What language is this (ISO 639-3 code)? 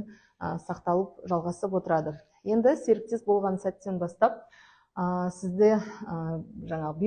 kaz